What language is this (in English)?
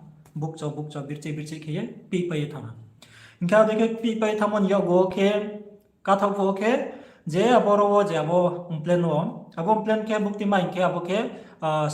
Riang (India)